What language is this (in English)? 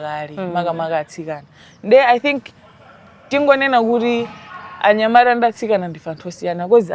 Nyanja